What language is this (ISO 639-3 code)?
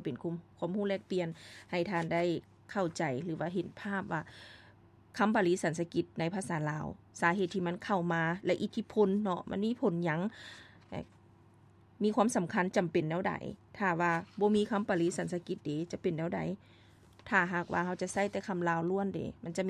lao